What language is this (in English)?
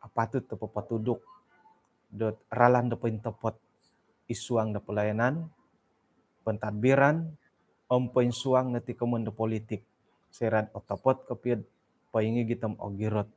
Central Dusun